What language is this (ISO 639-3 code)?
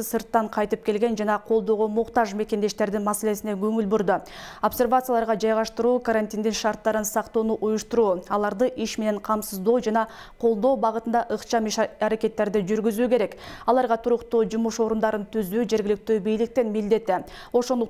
kir